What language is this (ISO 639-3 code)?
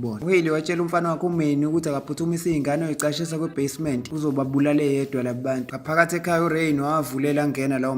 zul